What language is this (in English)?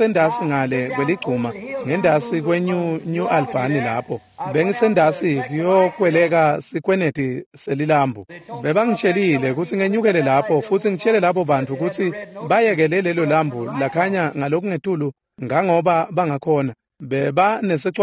Swati